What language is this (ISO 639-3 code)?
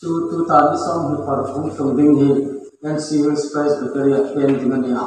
hmr